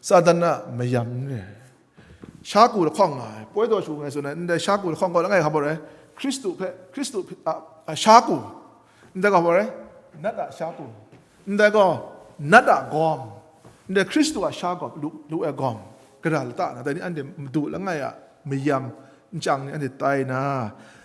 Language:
Kachin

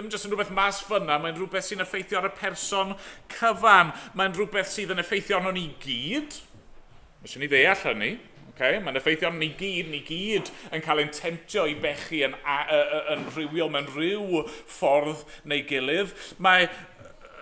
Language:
Welsh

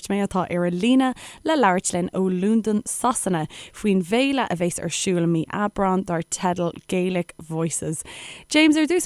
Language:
Irish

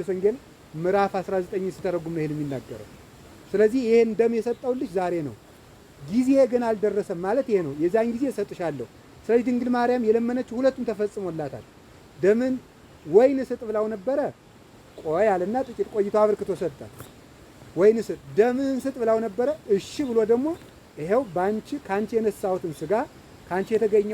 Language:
Amharic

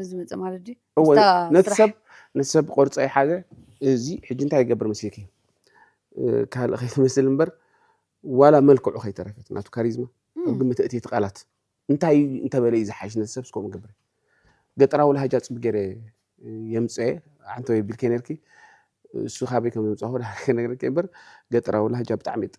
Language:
Tigrinya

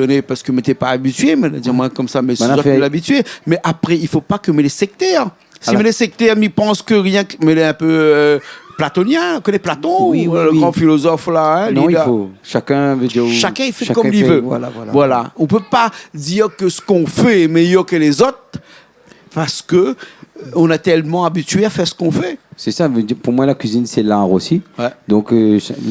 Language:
Réunion Creole French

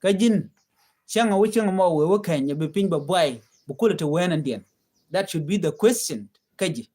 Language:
Nuer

